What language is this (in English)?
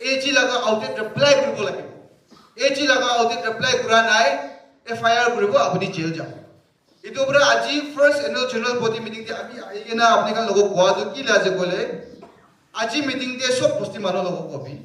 Naga Pidgin